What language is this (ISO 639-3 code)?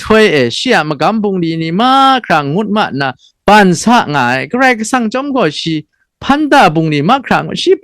kac